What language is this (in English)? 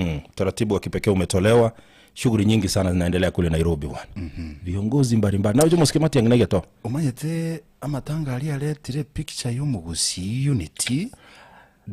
Gusii